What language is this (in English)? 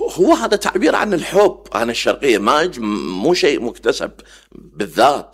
Mesopotamian Arabic